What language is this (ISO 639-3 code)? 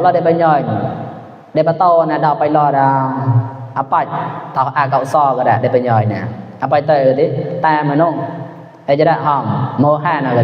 mnw